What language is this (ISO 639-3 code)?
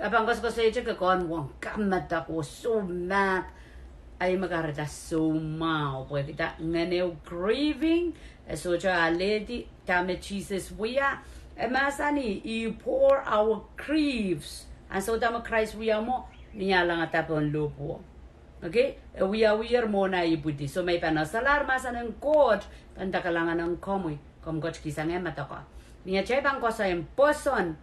pon